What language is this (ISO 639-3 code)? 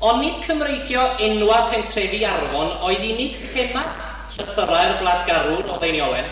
cym